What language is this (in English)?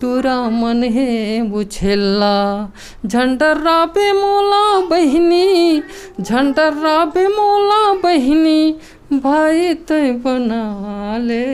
Chhattisgarhi